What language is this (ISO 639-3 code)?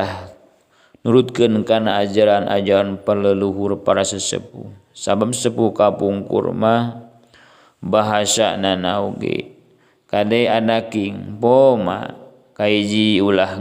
sun